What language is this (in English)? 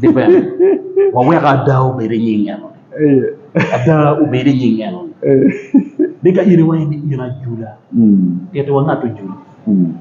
Acoli